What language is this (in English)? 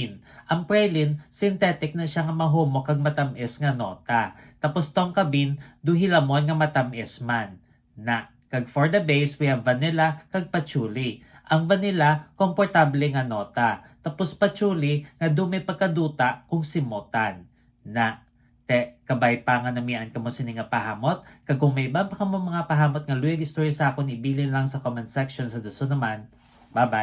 Hiligaynon